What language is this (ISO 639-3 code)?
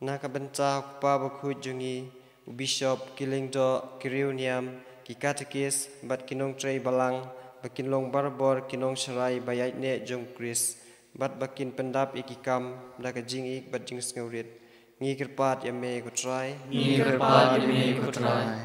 kha